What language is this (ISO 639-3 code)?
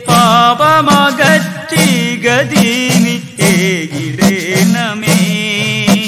mal